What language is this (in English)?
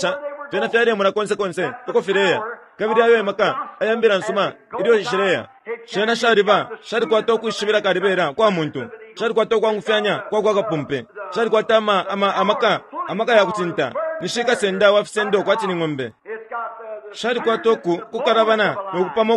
Bemba